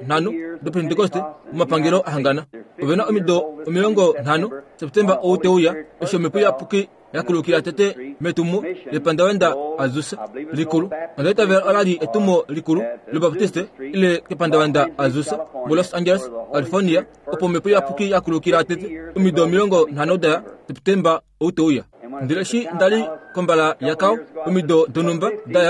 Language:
Kuanyama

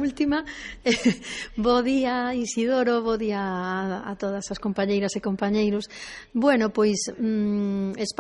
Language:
Galician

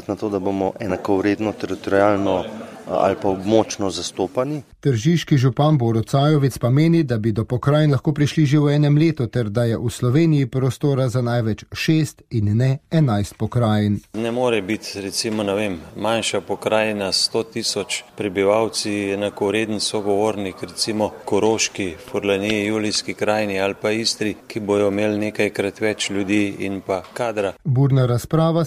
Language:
Slovenian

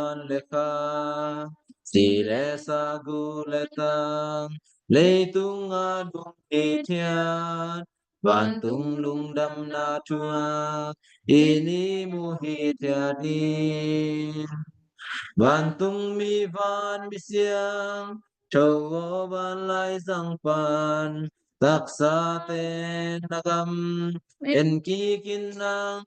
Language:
Tedim Chin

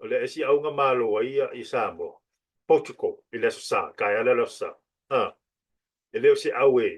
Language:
Samoan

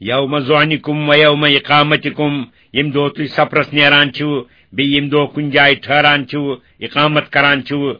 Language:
Kashmiri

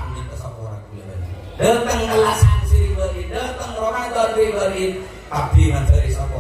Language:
Madurese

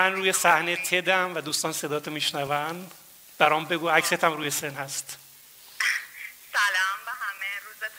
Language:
Persian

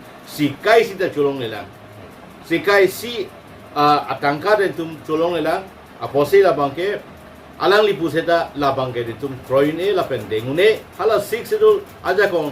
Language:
Karbi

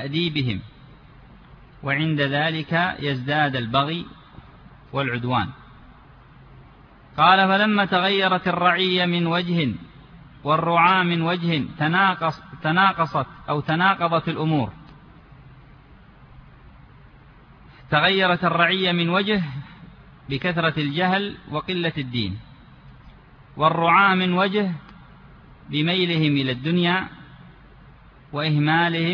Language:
Arabic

